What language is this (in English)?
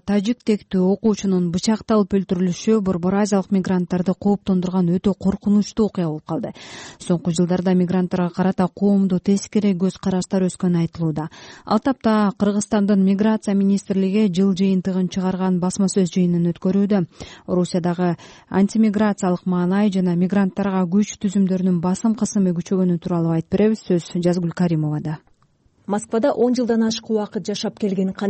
Kyrgyz